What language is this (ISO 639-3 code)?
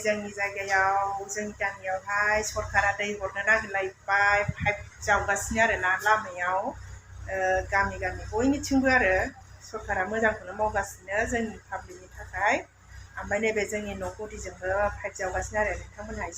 brx